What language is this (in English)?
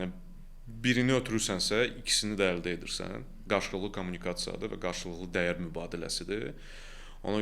Azerbaijani